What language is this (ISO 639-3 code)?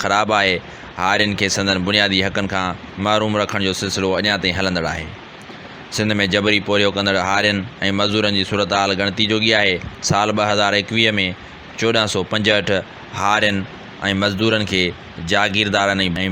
snd